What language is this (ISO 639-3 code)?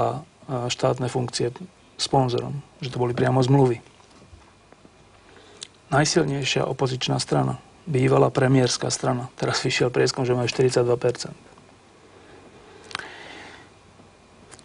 slk